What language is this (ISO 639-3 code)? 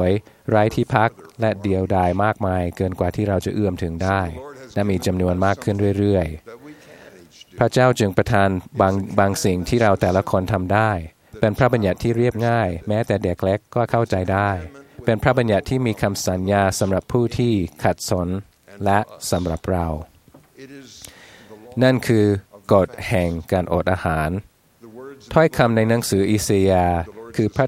tha